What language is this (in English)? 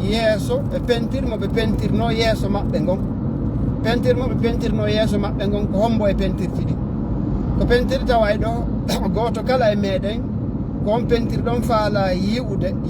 Fula